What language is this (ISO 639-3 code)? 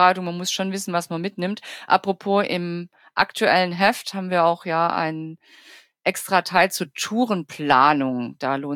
deu